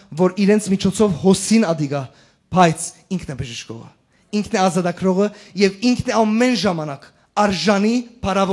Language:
Western Armenian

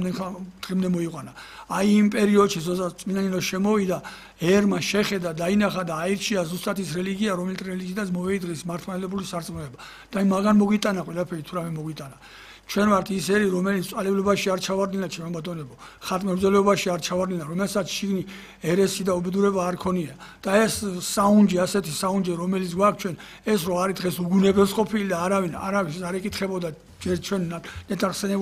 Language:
Georgian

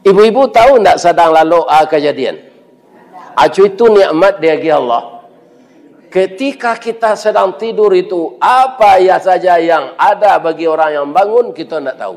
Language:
Minangkabau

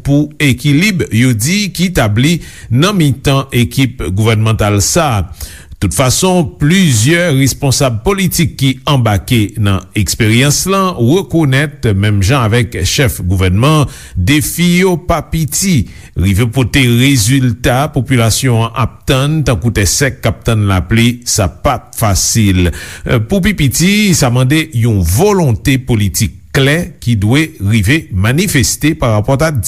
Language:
Haitian Creole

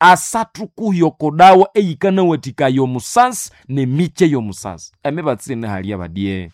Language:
Nande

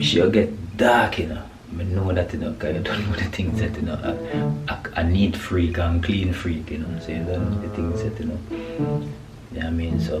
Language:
Jamaican Creole English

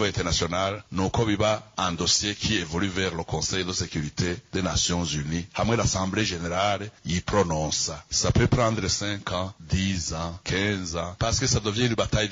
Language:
Rundi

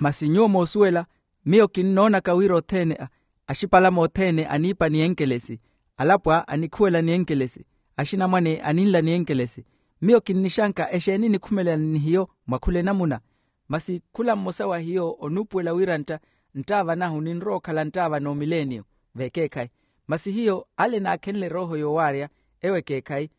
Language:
Makhuwa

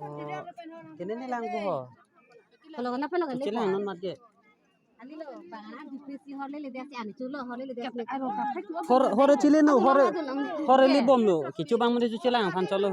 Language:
Karbi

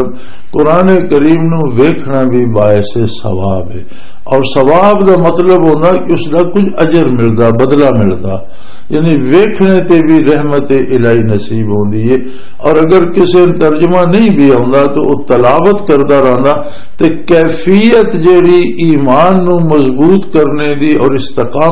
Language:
Western Panjabi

